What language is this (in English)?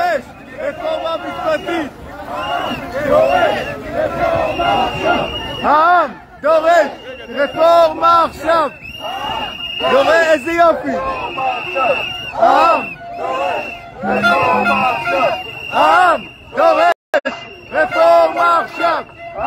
Hebrew